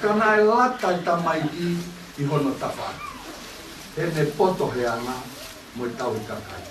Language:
Tongan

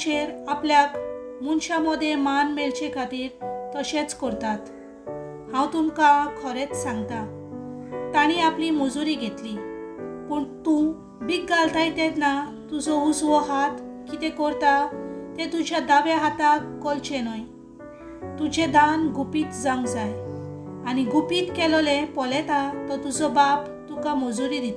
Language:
Konkani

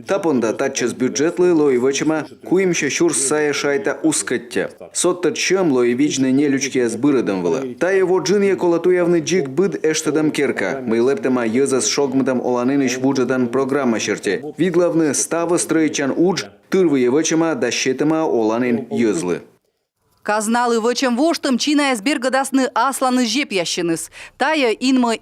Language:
Komi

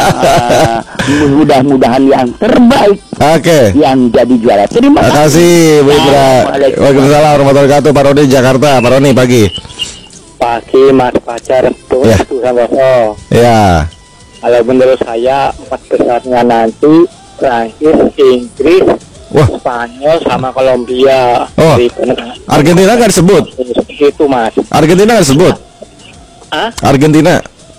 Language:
Indonesian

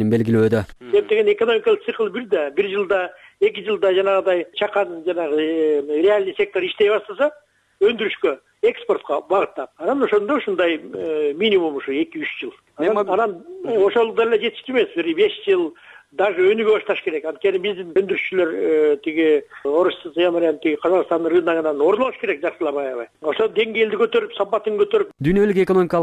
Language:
Kyrgyz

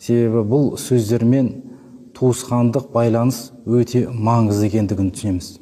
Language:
Kazakh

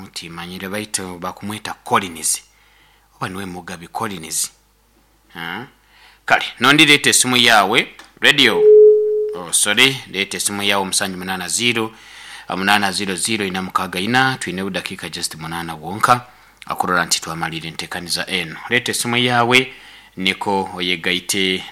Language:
Nyoro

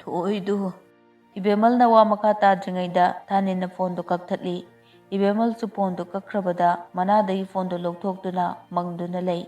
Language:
Manipuri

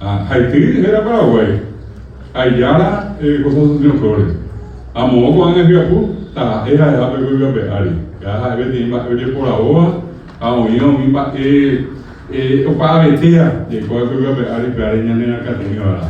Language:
Guarani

